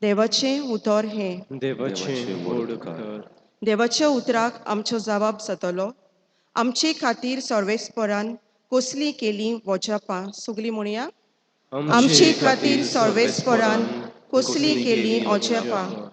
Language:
Konkani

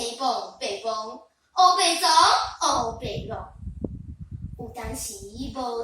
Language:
Min Nan Chinese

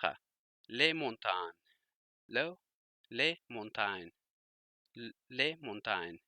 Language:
Pashto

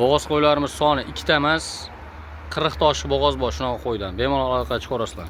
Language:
Uzbek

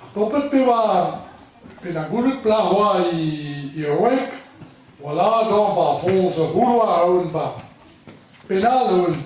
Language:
Breton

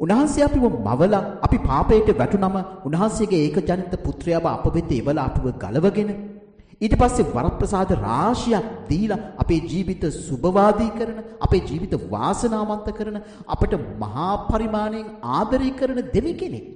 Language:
Sinhala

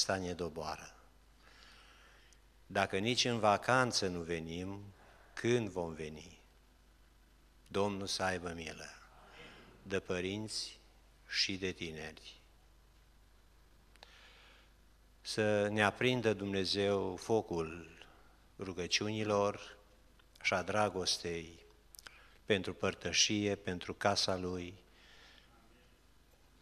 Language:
Romanian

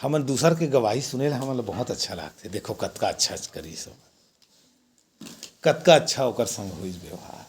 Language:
Chhattisgarhi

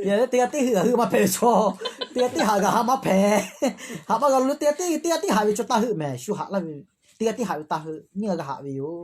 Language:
Lahu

